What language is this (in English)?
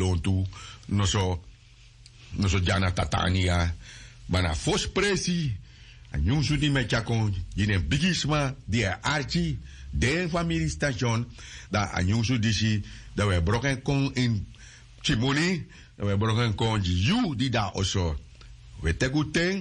Sranan Tongo